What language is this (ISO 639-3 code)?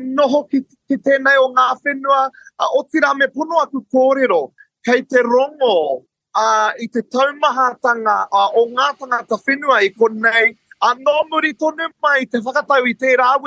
mri